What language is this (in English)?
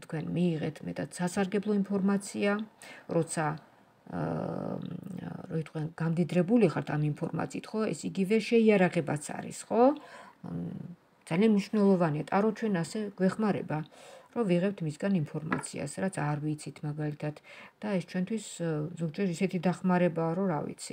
Georgian